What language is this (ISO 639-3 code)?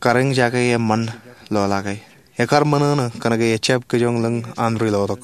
mah